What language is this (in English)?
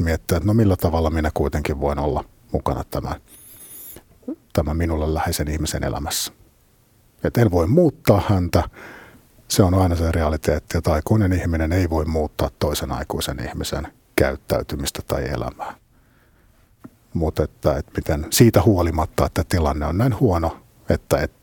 Finnish